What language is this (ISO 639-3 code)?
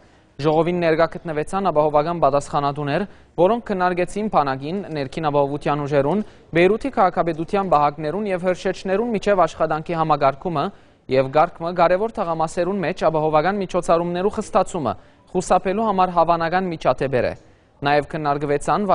hyw